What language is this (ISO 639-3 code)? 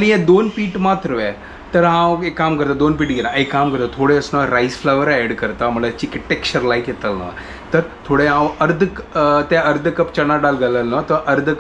kok